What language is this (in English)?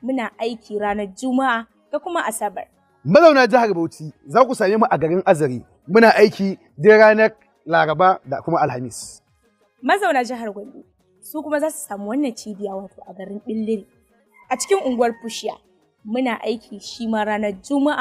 Hausa